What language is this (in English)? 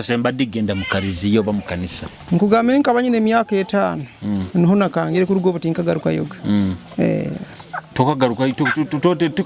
Nyoro